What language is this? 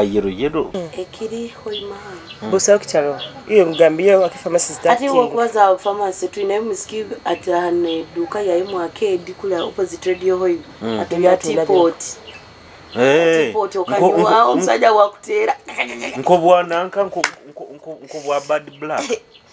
Nyoro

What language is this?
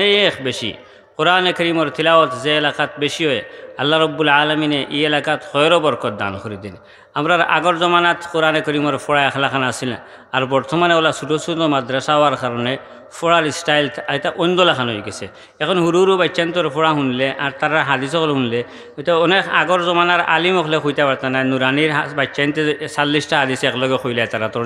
Sylheti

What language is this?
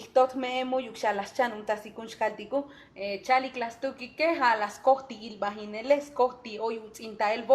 Tzotzil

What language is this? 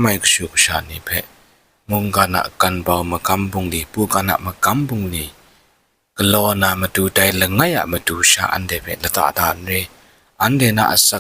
Kachin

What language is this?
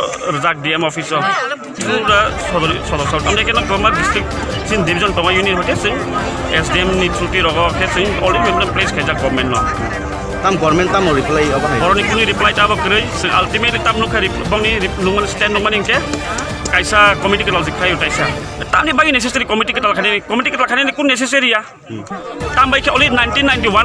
Kok Borok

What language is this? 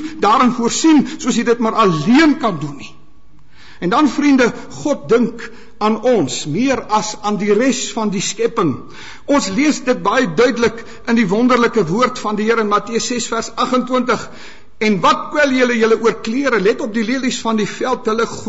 Afrikaans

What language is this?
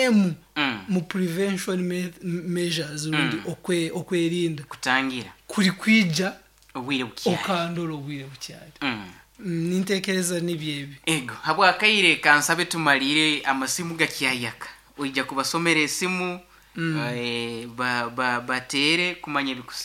Nyoro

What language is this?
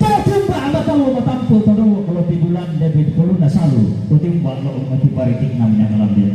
Toraja-Sa'dan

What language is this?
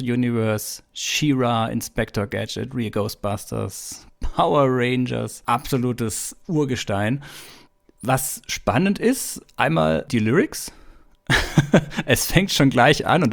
German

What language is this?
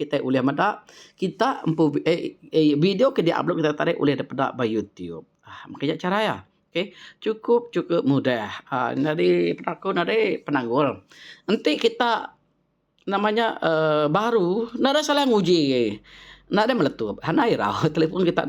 Iban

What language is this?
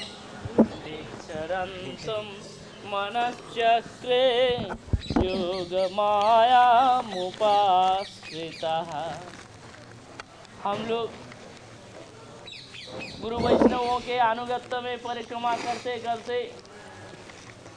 Hindi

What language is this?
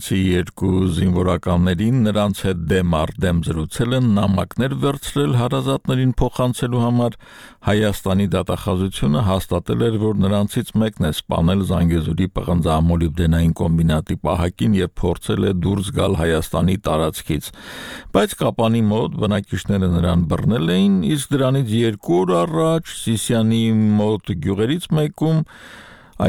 Armenian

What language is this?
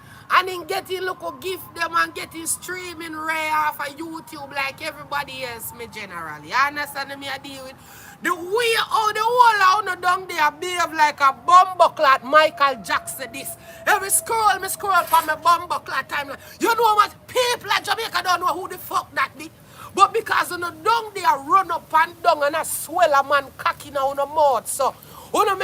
Jamaican Creole English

